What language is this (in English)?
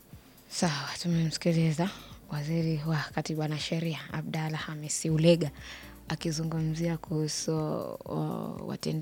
Swahili